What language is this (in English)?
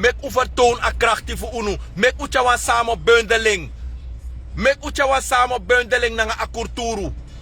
Sranan Tongo